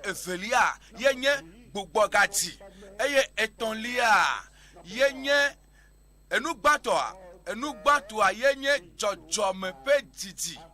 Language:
Ewe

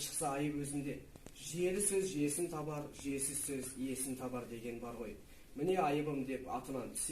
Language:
Kazakh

